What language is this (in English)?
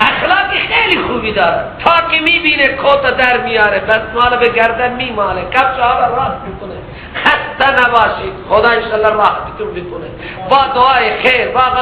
Persian